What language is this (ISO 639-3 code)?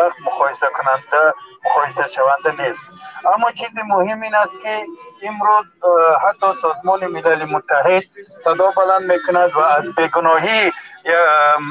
tgk